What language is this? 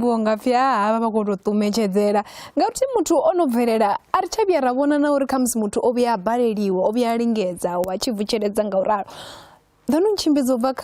Venda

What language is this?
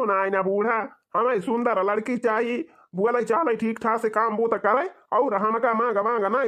Awadhi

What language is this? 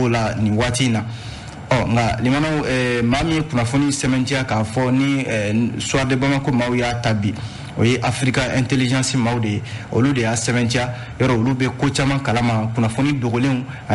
Bambara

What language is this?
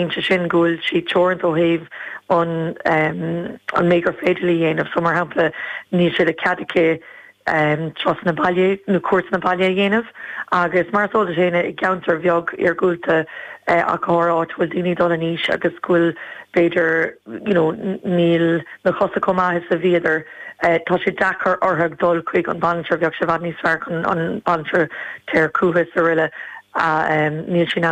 Irish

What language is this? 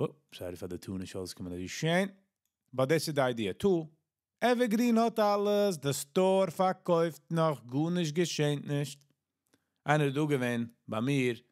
Yiddish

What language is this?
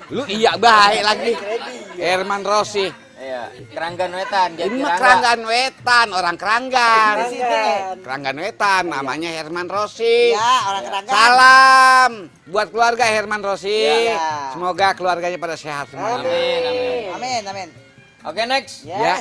Betawi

